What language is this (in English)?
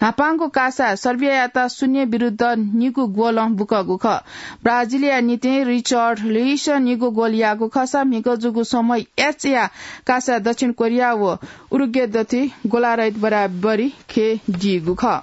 Newari